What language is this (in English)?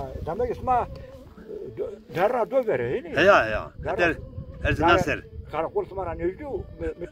Zaza